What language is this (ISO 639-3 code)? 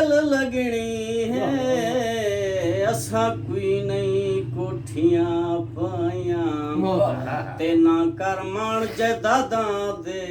skr